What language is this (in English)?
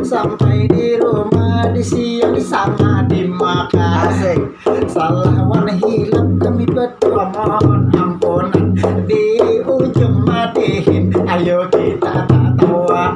Banjar